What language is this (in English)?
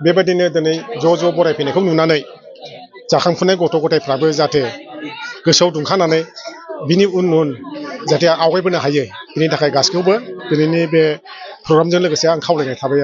Bodo